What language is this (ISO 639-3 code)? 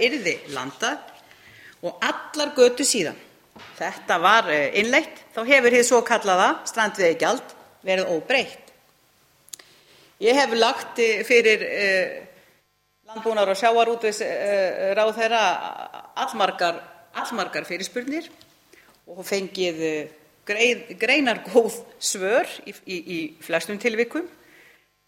isl